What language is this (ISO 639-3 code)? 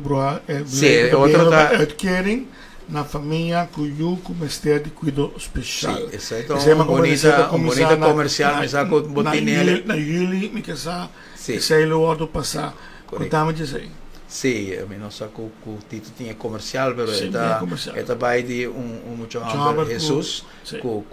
pap